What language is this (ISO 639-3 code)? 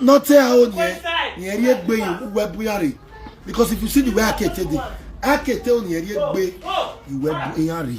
pcm